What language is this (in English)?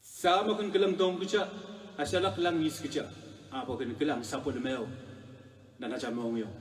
Pohnpeian